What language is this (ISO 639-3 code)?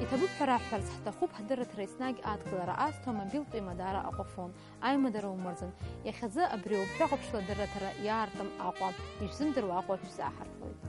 abk